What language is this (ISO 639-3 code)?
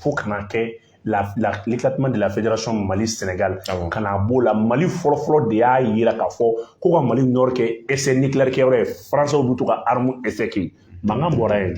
bam